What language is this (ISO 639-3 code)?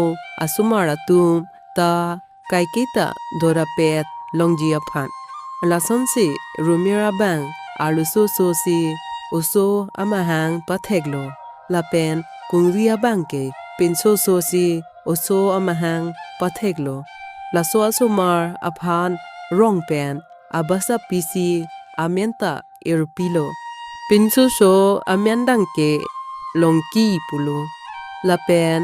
mjw